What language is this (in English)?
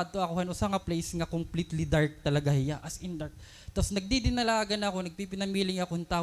Waray